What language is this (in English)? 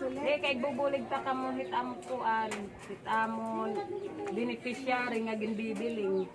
Waray